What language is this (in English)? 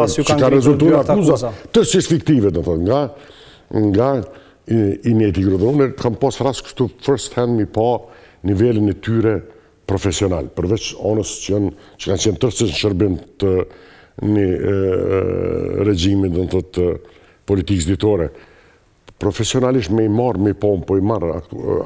Albanian